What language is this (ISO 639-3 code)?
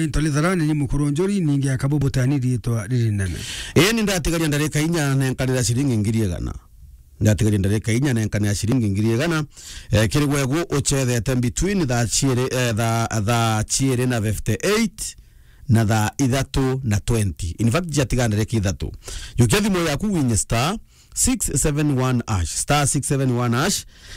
mer